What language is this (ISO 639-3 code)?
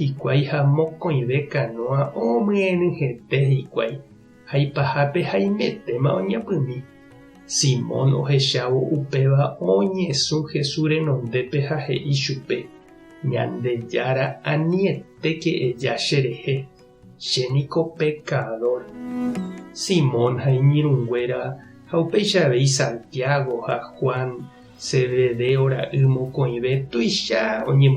grn